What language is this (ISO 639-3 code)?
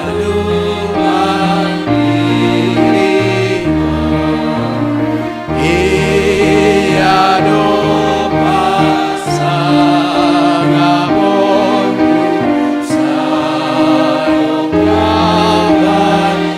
bts